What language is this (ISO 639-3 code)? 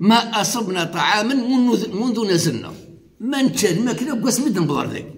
kab